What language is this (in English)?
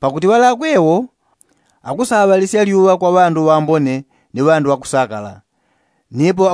Yao